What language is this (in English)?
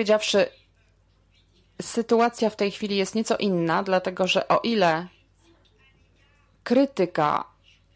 Polish